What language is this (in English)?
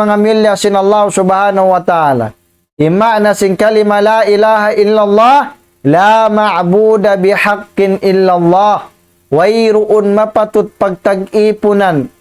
Tausug